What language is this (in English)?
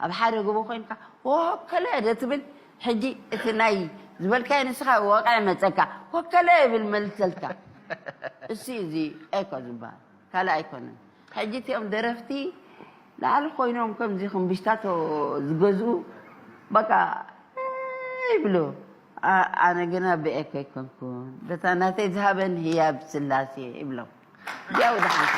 Tigrinya